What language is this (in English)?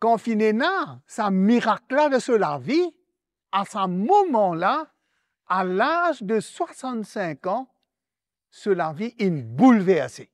Morisyen